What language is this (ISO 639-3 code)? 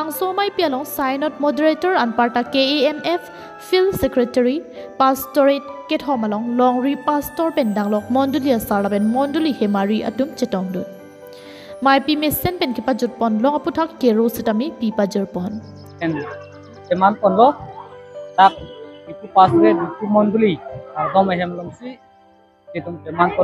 mjw